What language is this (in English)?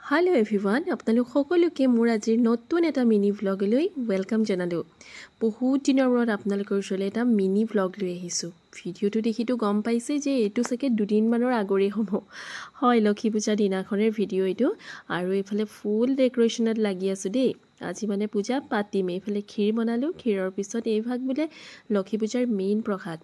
Assamese